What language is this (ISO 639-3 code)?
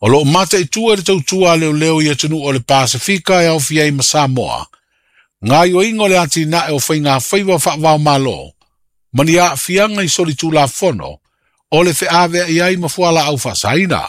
smo